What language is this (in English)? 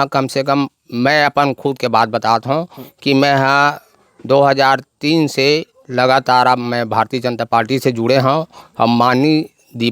Chhattisgarhi